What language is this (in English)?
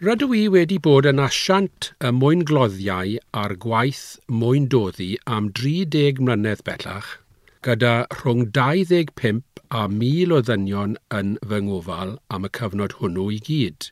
Welsh